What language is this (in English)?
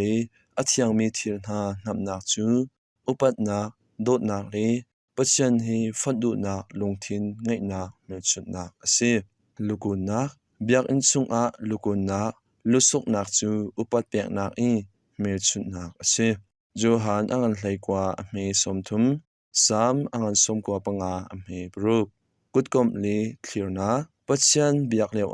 Hakha Chin